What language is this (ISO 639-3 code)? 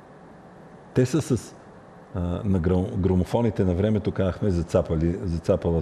bul